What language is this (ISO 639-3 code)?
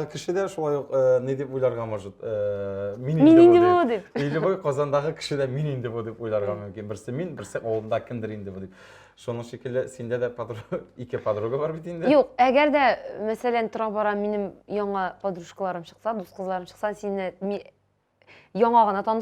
tat